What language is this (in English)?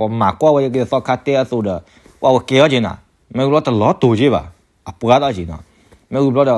S'gaw Karen